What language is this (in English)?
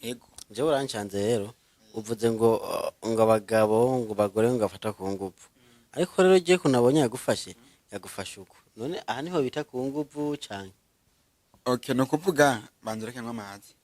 Rundi